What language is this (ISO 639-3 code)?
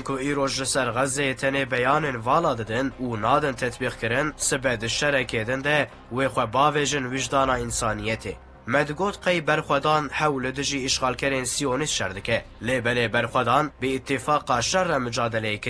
kur